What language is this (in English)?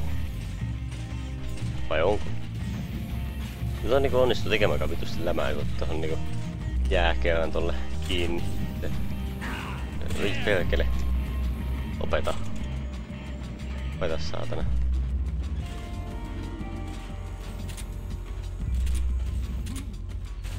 Finnish